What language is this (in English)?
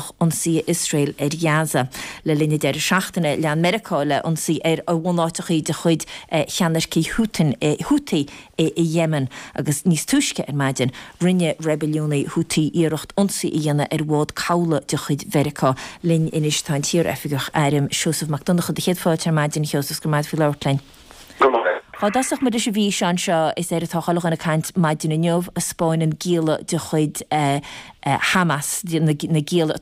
Irish